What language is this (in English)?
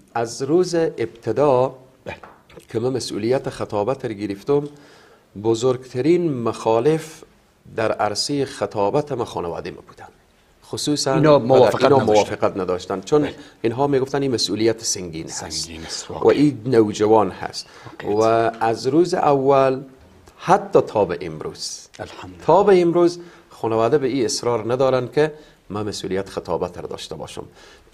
Persian